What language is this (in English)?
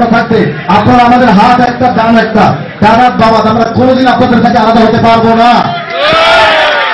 Bangla